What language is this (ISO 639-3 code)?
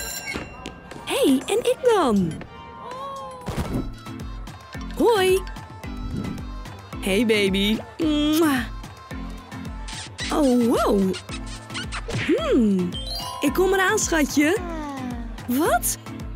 nld